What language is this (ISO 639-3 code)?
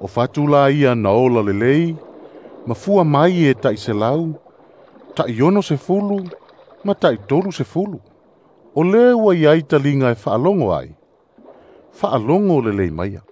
smo